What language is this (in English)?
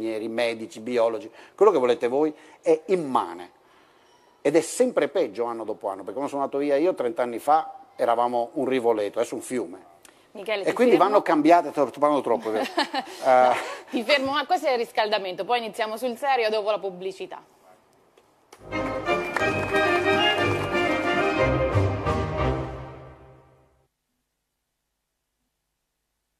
Italian